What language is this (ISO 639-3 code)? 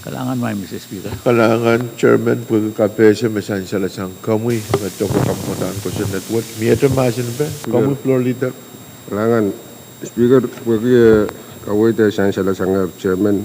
pon